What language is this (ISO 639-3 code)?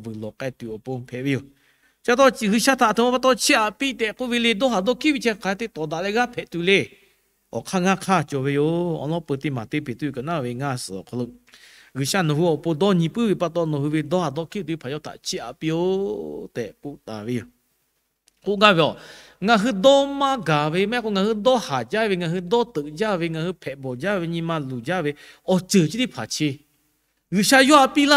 lhu